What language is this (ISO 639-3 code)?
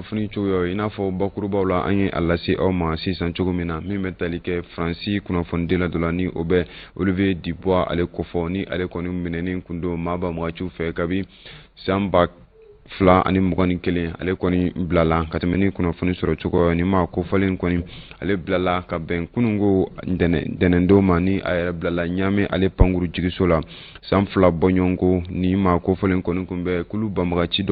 bam